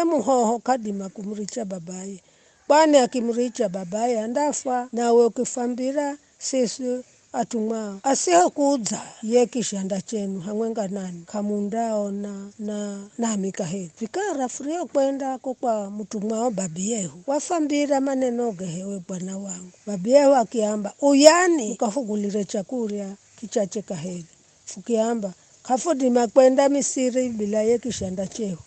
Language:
Giryama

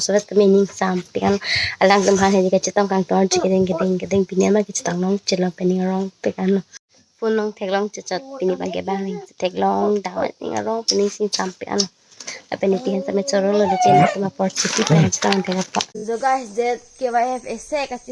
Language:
Karbi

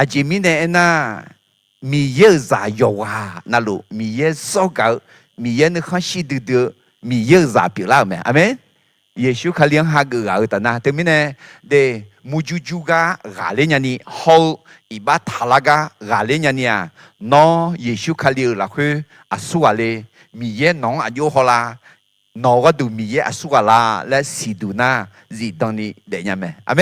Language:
Akha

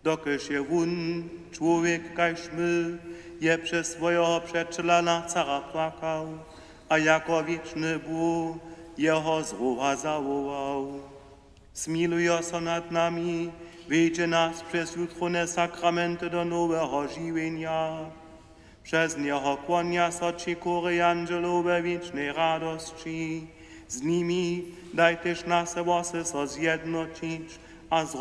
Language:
Upper Sorbian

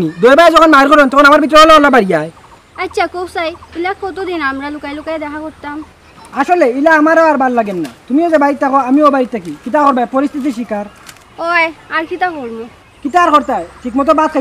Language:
Sylheti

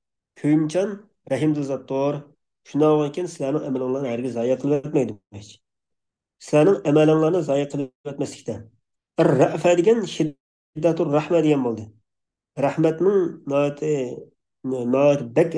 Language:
Uyghur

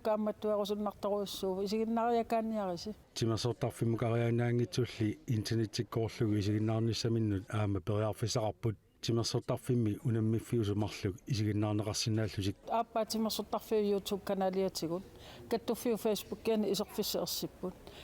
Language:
Kalaallisut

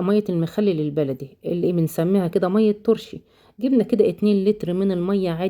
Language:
Egyptian Arabic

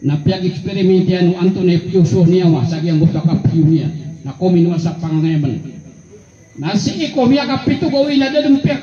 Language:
Maranao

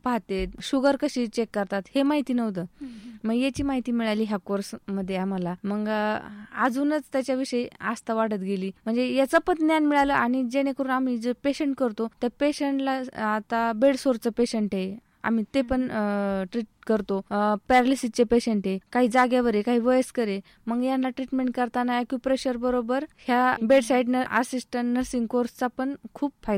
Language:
Marathi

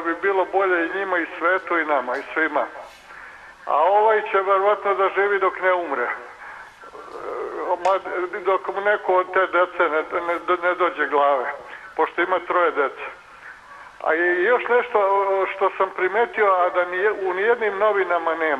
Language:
Serbian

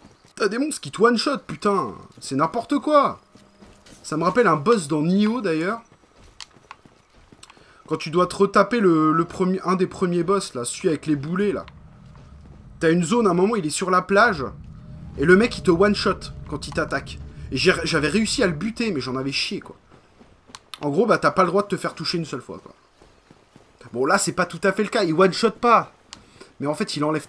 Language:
French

